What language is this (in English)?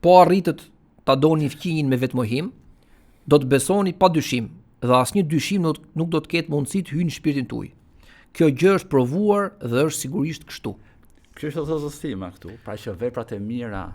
Albanian